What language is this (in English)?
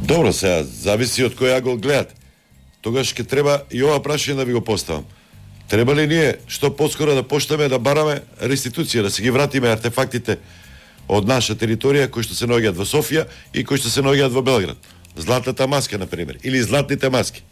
Macedonian